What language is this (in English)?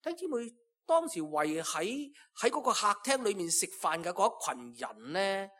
Cantonese